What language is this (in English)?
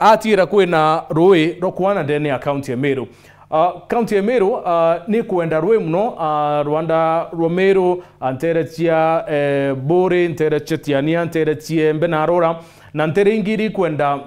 Meru